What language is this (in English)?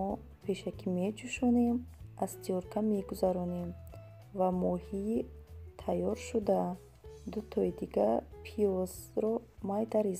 Tajik